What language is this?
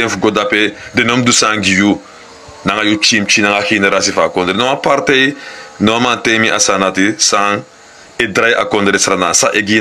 Sranan Tongo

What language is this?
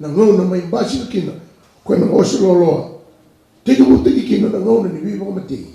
Fijian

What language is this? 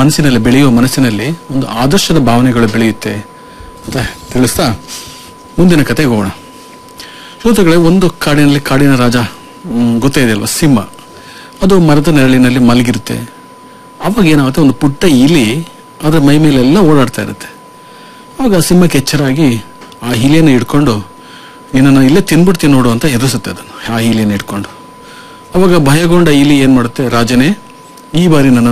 Kannada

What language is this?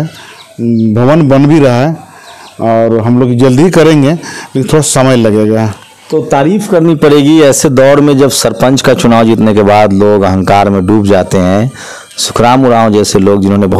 Hindi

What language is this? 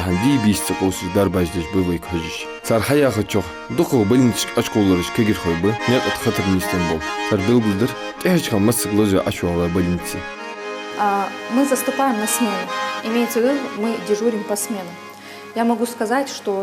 Ingush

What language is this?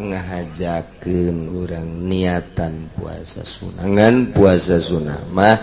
Sundanese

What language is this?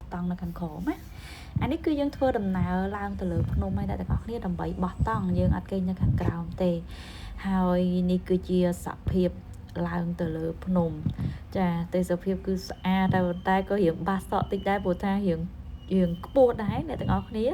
Khmer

